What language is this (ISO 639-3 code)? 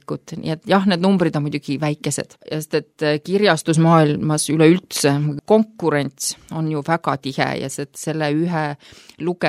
est